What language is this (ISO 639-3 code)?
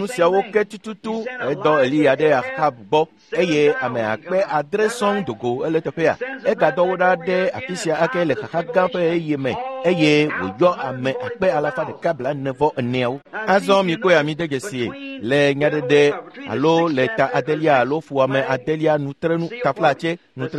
ewe